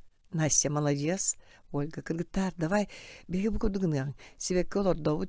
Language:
Yakut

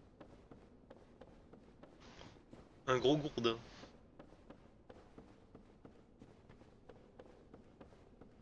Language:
French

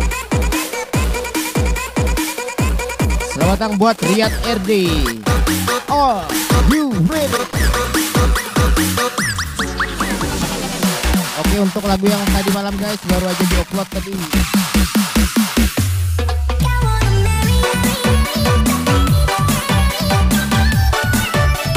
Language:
Indonesian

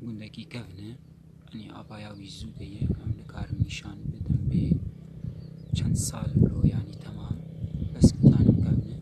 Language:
Kurdish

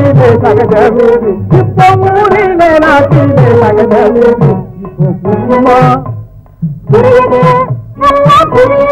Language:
Tamil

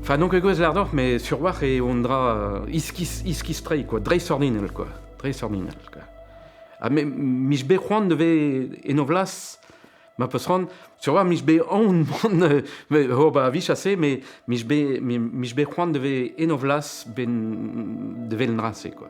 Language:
Breton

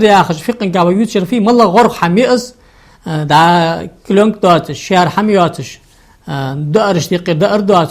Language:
Ingush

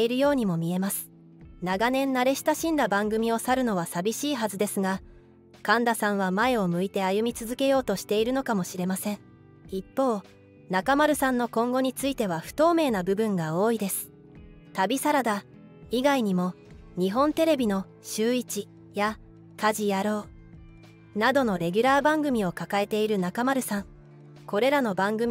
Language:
Japanese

